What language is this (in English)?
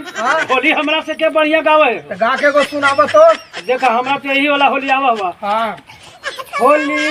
Magahi